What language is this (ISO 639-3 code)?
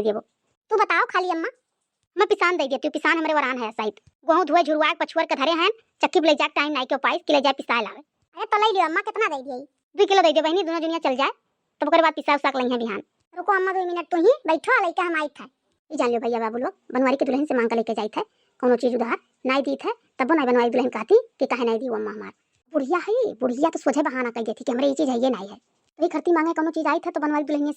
awa